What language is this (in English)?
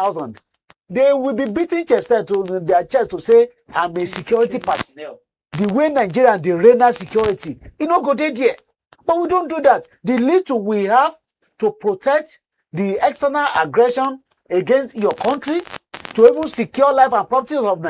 Nigerian Pidgin